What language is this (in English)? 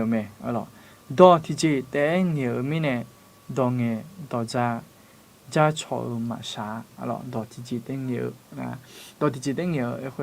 Akha